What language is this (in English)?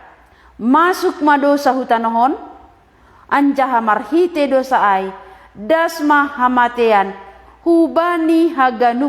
Batak Simalungun